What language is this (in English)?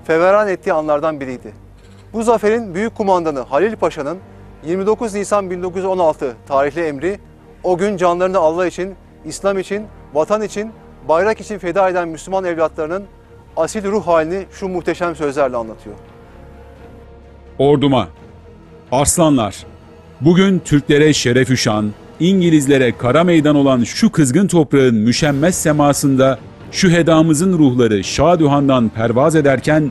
Turkish